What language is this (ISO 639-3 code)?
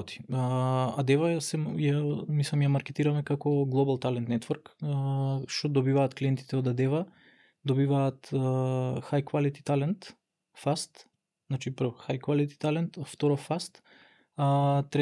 mkd